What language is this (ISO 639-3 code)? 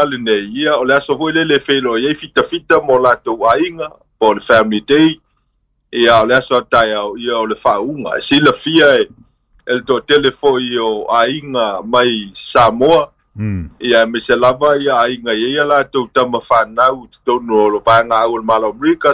smo